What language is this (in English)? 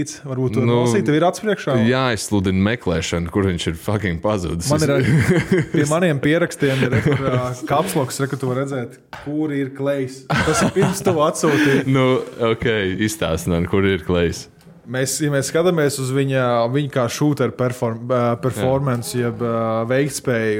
Latvian